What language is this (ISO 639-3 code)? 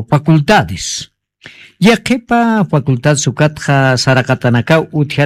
aym